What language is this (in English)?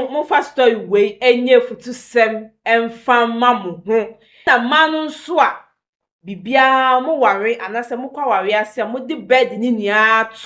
Akan